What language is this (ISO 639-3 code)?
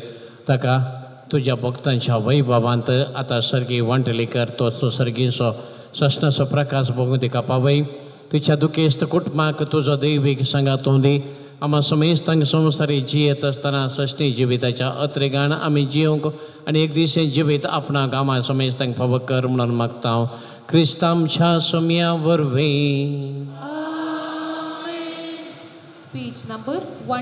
kok